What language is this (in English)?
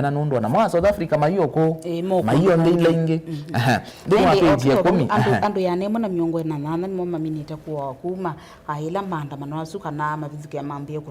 Kamba